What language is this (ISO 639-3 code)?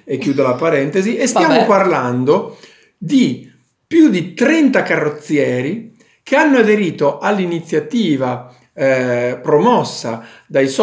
ita